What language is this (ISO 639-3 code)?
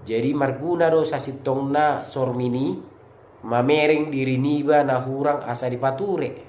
bbc